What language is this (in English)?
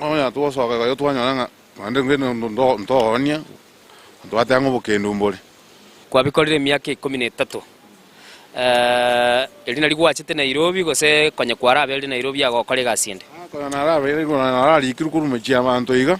Gusii